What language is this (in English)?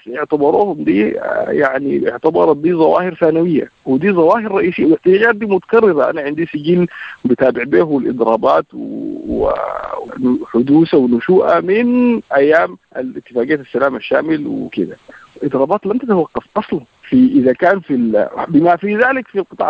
Sudanese Arabic